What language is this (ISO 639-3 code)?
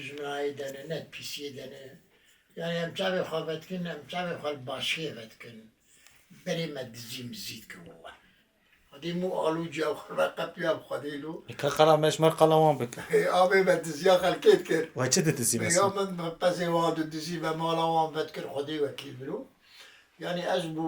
kur